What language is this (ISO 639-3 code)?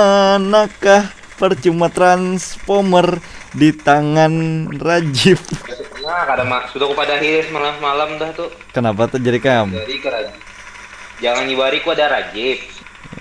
bjn